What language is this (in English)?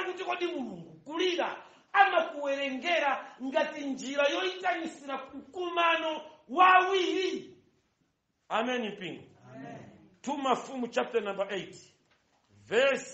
Nyanja